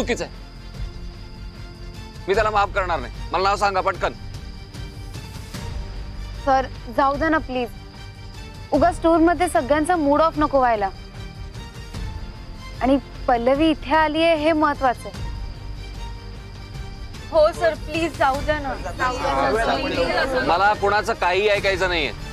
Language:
Marathi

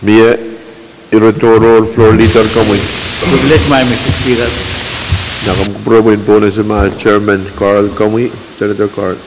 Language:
Pohnpeian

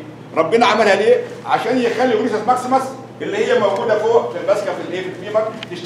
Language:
Egyptian Arabic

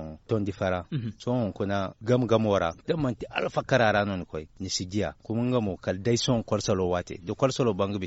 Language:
Zarma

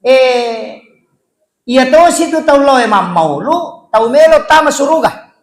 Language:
Buginese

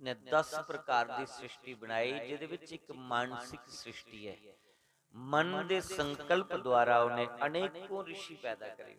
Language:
Dogri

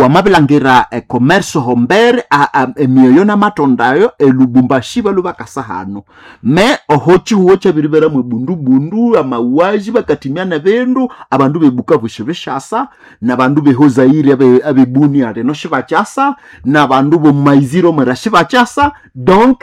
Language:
Nande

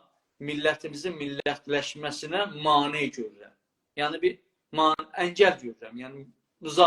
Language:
South Azerbaijani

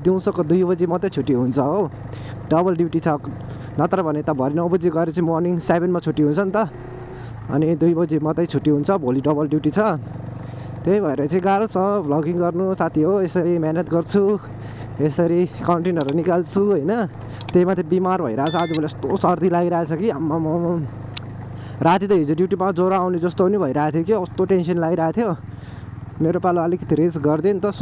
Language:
Nepali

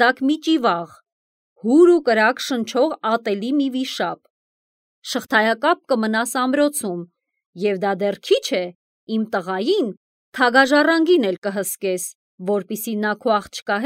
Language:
Armenian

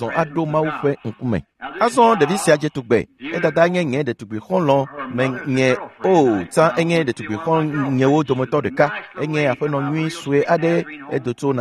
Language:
Ewe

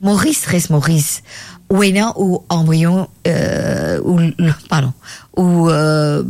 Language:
Morisyen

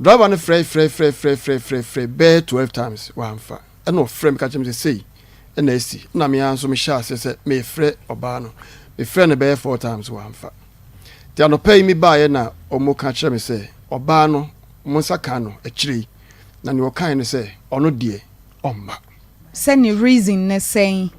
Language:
Akan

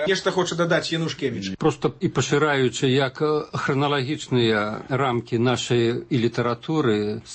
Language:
Belarusian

